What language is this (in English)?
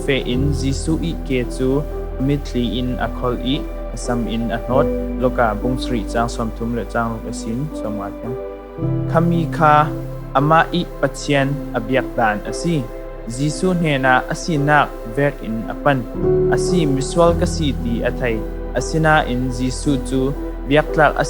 Falam Chin